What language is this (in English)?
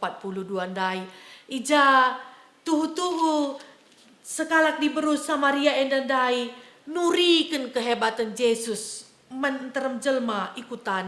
Batak Karo